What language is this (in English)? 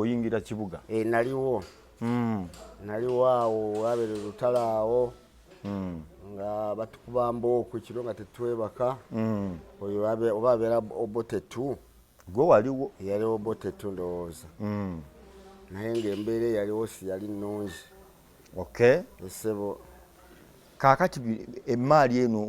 Ganda